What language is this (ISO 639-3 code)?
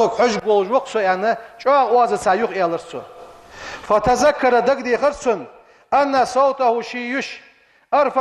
inh